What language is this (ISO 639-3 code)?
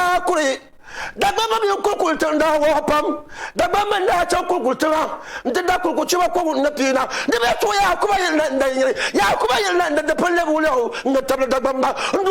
dag